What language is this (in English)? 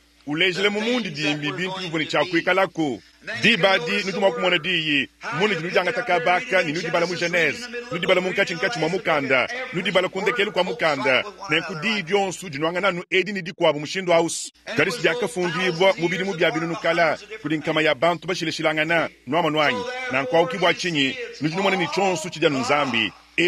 Luba-Lulua